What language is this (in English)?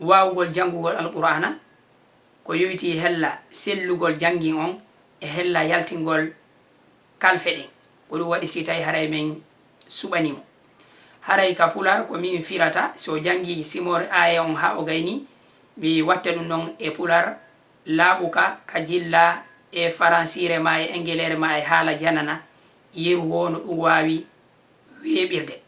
Fula